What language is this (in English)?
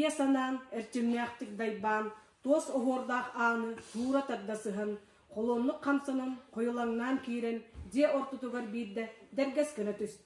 Yakut